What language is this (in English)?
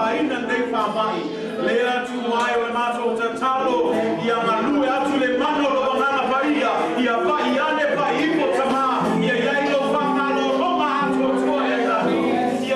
Samoan